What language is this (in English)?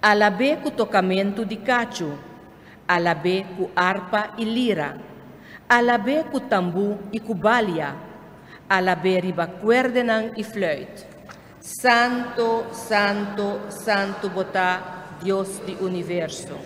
Papiamento